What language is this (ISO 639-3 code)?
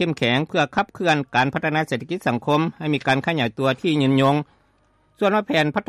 lao